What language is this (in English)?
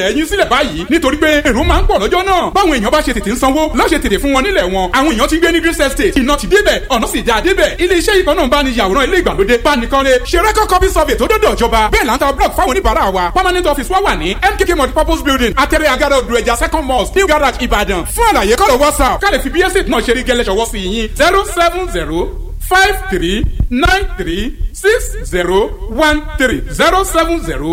Yoruba